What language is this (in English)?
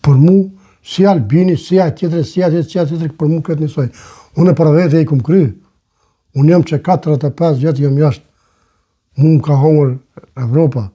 Albanian